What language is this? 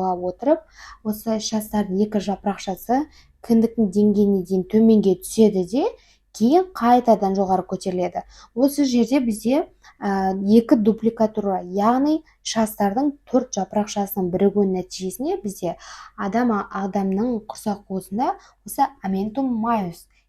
Kazakh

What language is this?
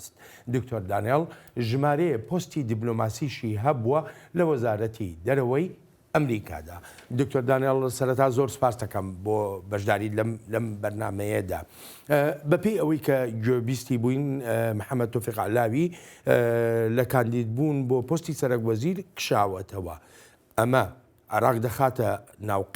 Central Kurdish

